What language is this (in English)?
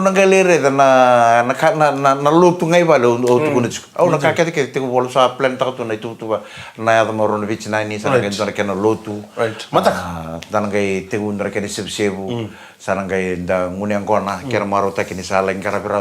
Fijian